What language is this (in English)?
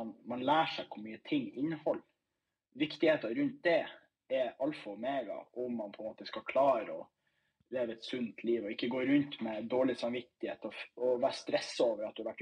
Norwegian